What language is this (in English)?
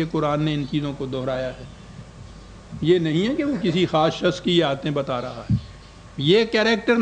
Urdu